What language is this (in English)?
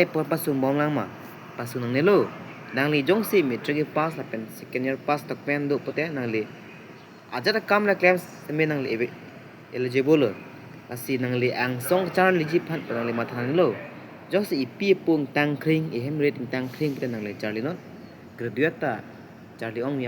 Karbi